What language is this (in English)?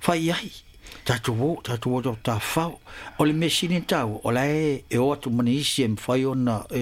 Samoan